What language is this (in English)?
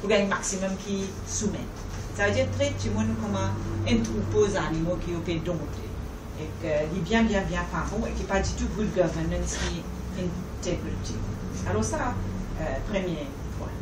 Morisyen